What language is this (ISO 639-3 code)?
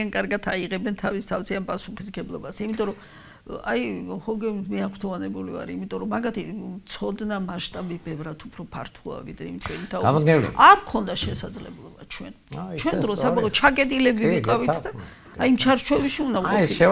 kat